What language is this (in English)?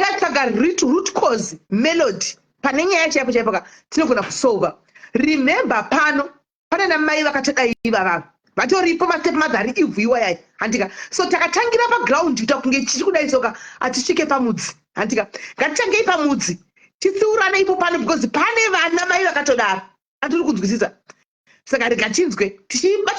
Shona